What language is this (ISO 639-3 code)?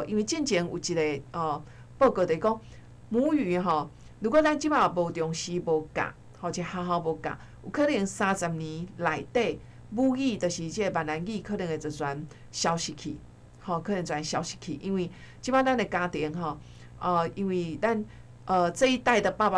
nan